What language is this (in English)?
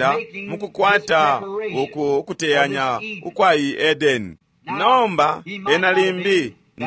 Bemba